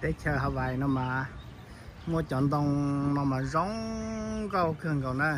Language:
Hmong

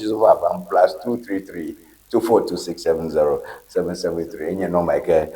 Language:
Ewe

